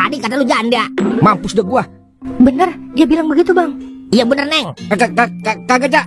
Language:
Betawi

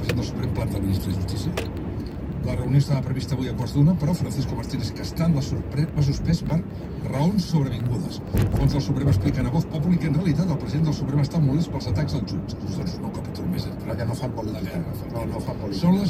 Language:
Catalan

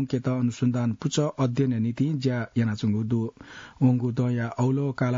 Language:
Newari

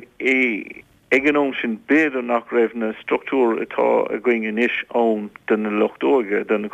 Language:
Irish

